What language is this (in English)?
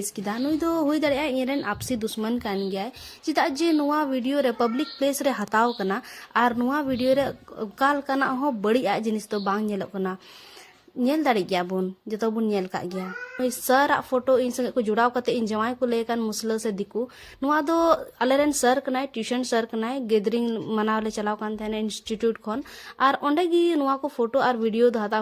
Santali